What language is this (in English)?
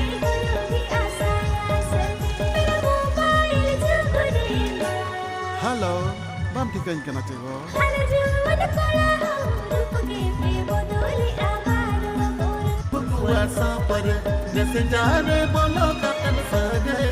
Santali